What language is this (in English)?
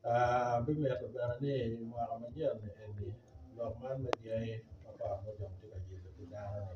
Acoli